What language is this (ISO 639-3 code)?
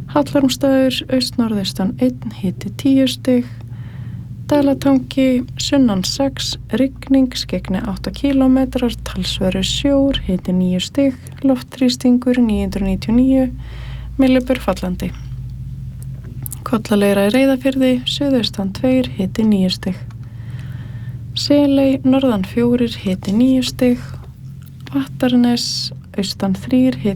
isl